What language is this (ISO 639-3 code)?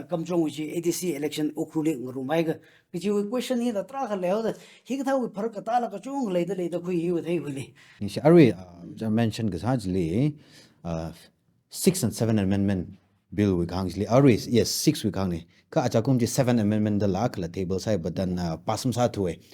nmf